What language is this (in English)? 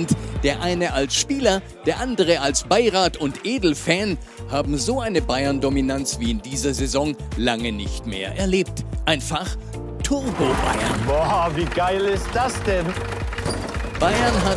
German